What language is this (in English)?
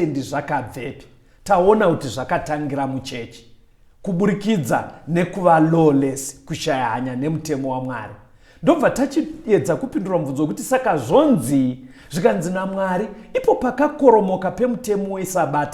Shona